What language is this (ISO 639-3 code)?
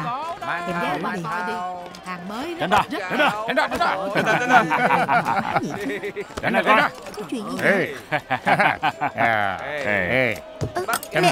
vie